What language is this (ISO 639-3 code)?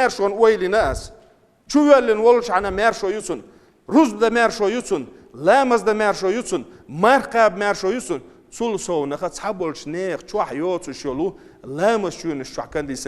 che